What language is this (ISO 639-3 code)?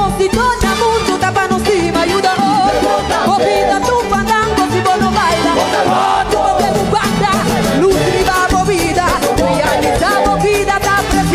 pap